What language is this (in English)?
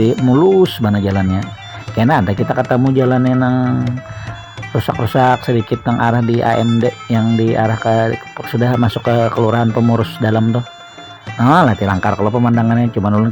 Banjar